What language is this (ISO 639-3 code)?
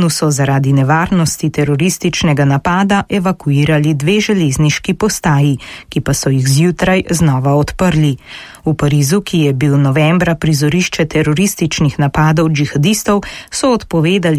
slv